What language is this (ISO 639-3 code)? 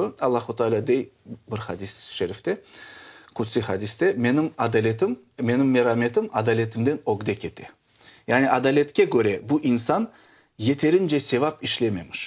crh